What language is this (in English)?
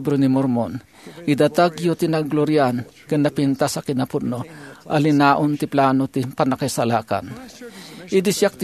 Iloko